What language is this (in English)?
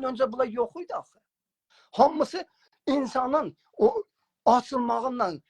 South Azerbaijani